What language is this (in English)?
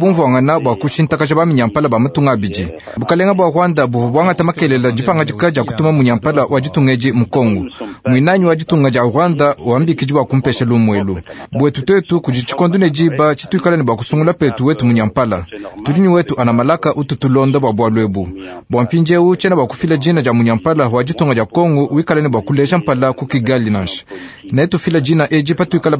Luba-Lulua